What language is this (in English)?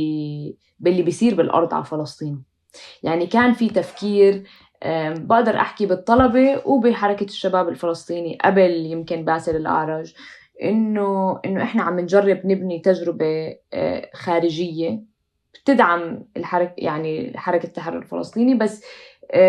North Levantine Arabic